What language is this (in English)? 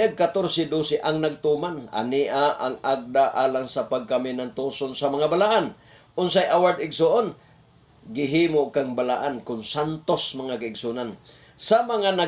Cebuano